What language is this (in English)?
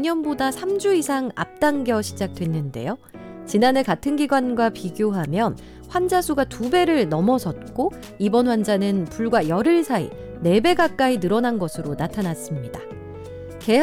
Korean